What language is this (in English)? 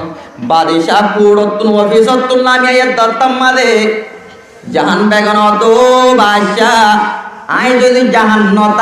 Rohingya